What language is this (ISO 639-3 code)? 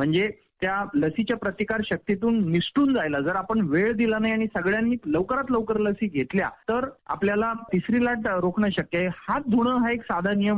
mar